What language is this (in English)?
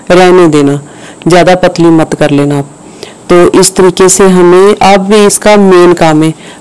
Hindi